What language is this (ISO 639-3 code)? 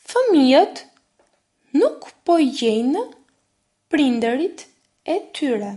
sqi